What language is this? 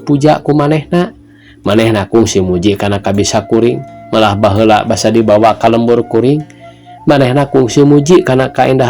Sundanese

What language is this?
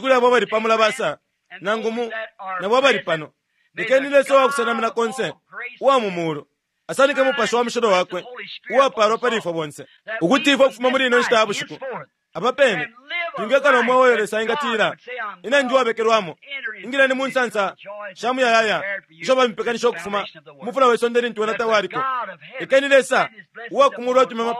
Bemba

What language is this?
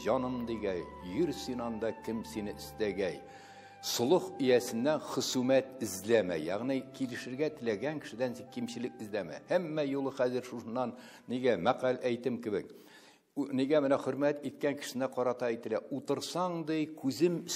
Tatar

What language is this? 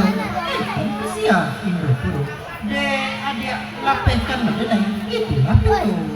Minangkabau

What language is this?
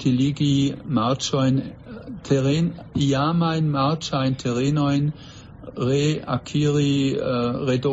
Esperanto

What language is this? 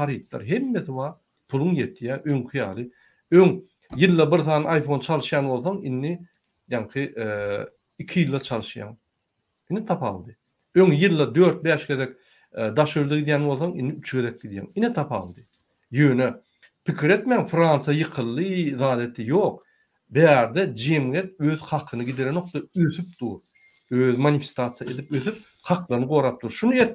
Turkmen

